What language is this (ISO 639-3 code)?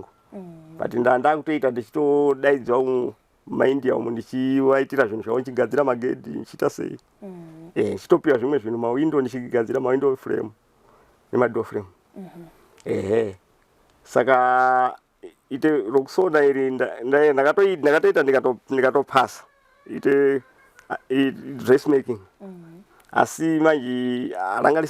sna